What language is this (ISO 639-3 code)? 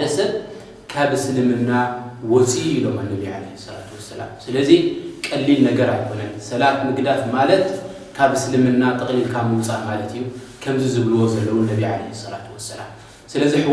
tir